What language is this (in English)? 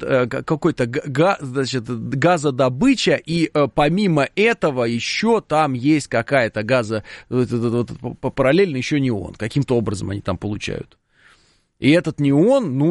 Russian